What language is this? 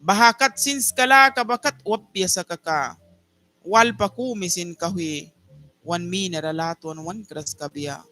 Mískito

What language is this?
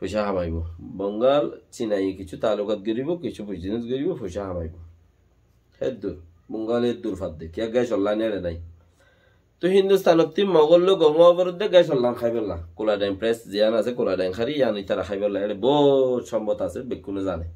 Rohingya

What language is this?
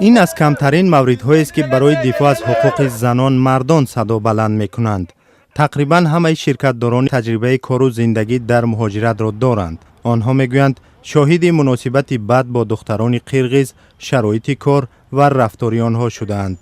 Tajik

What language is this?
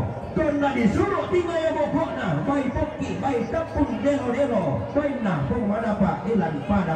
Toraja-Sa'dan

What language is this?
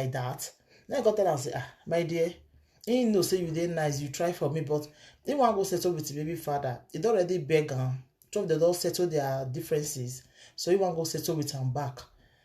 Nigerian Pidgin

